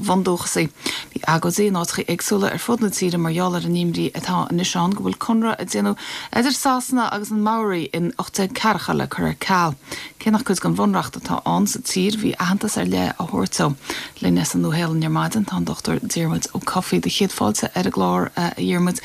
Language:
Irish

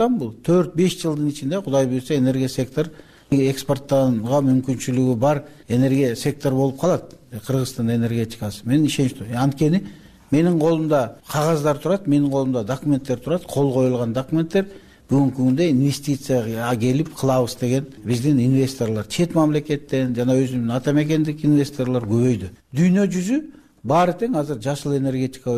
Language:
Kyrgyz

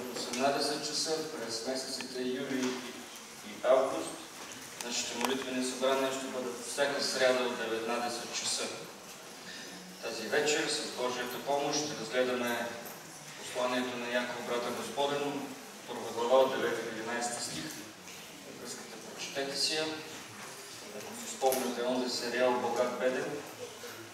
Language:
Bulgarian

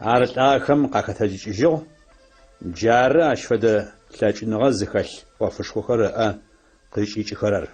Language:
Adyghe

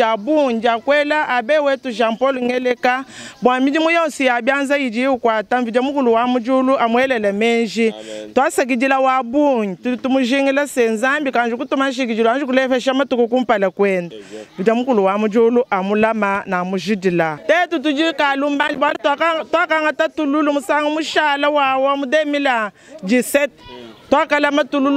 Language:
Luba-Lulua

